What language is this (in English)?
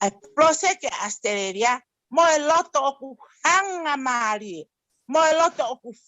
Tongan